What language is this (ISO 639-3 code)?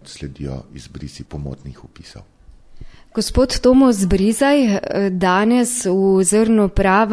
slv